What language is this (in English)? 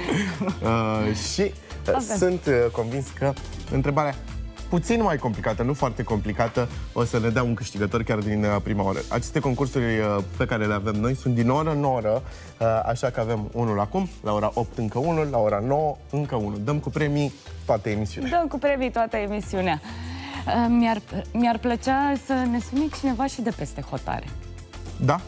Romanian